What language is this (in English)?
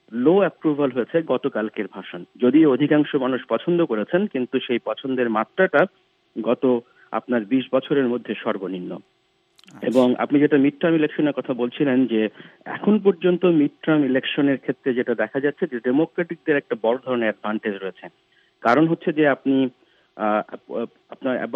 Bangla